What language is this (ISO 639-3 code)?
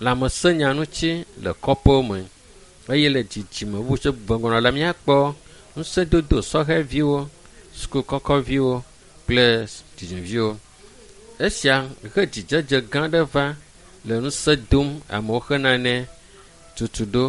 ewe